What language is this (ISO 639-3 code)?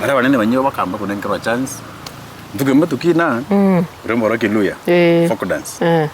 mer